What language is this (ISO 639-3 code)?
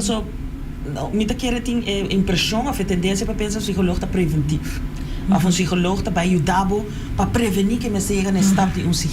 pap